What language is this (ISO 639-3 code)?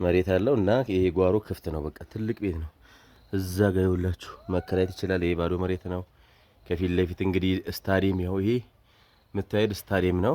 amh